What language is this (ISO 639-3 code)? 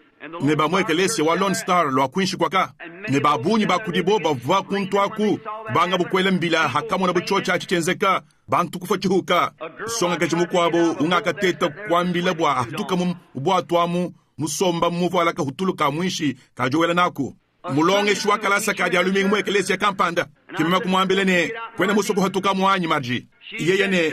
lua